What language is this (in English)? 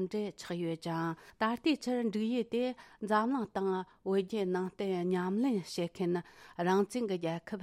Tibetan